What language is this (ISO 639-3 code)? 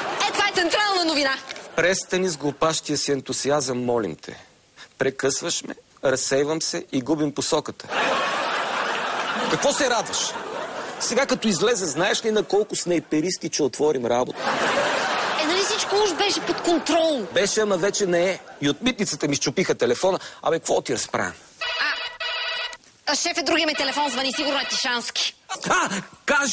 bul